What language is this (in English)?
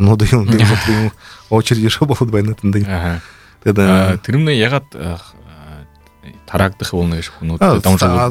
Buriat